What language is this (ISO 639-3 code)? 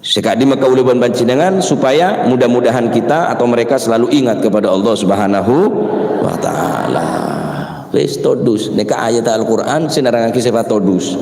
mad